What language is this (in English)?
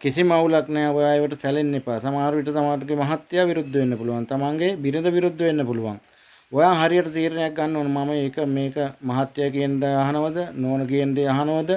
Sinhala